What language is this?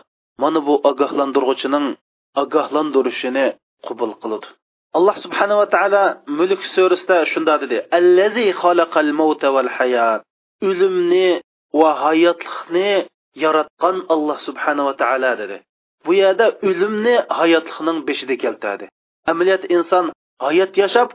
Uyghur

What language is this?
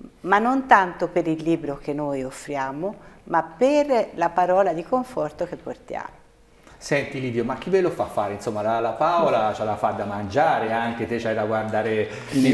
Italian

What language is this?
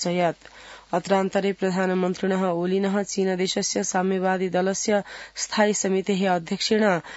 Sanskrit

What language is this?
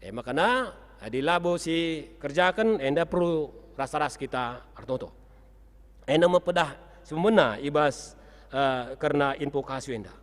Batak Karo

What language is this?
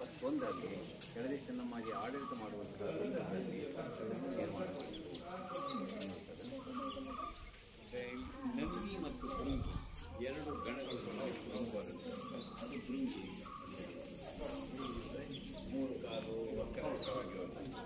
Kannada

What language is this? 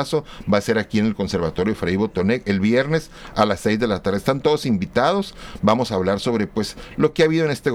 Spanish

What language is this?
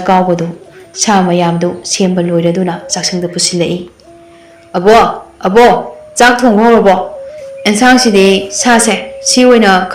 Manipuri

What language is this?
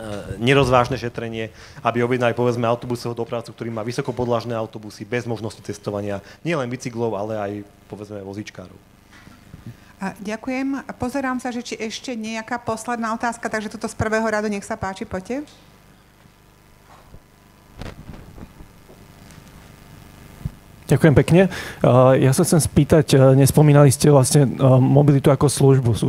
Slovak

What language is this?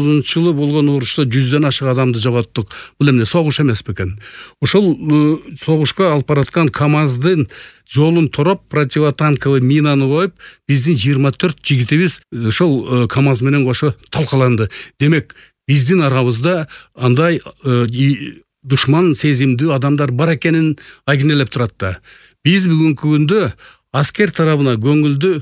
Kyrgyz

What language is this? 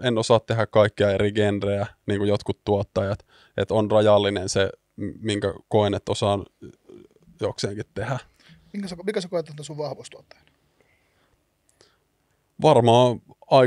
Finnish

